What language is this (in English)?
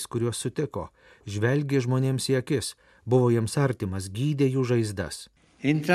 Lithuanian